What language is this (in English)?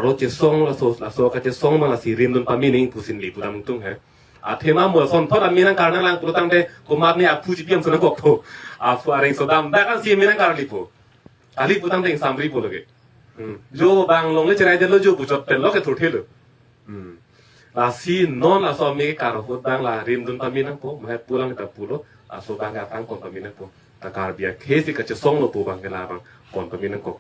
Karbi